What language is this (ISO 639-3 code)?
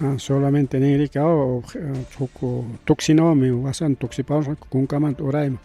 quy